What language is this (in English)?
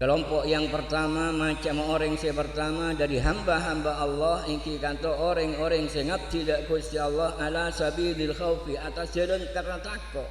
Madurese